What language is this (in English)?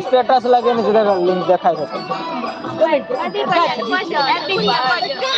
Maithili